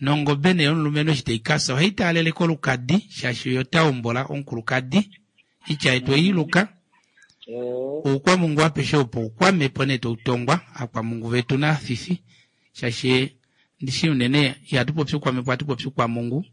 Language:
Kuanyama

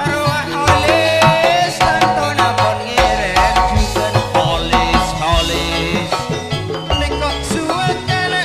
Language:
Madurese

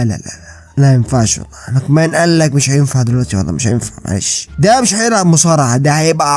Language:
Egyptian Arabic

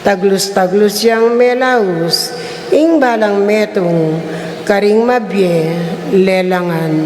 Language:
Pampanga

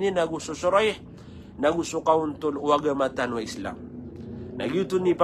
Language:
Maranao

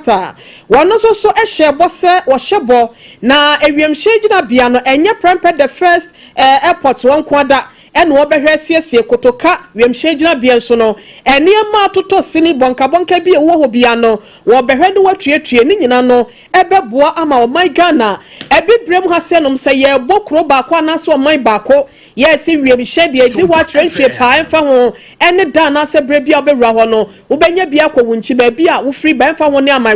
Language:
Akan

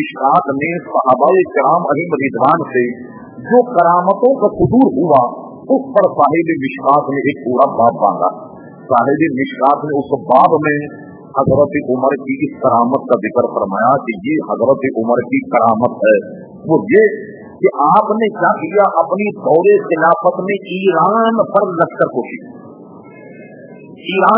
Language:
Urdu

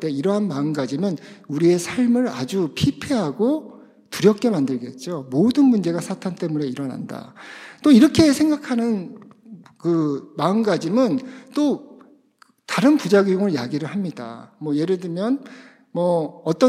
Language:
Korean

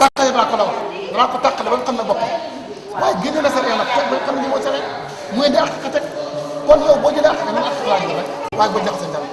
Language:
Wolof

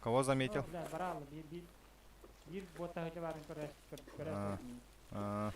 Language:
Yakut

